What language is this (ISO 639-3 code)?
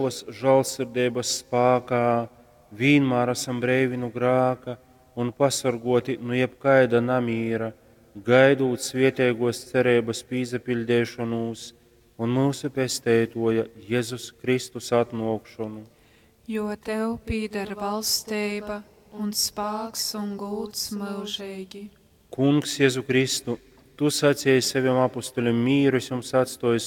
ltg